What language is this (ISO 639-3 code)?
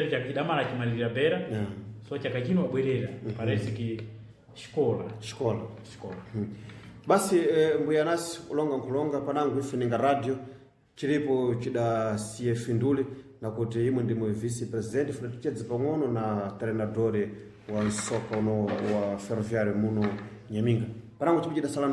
seh